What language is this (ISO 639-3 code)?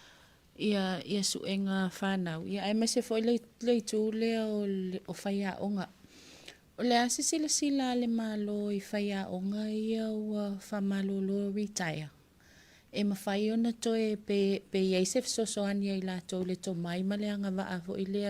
smo